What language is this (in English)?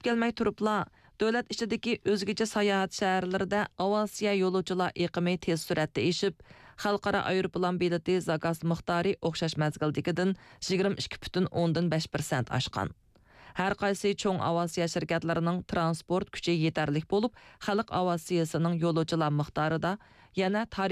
Uyghur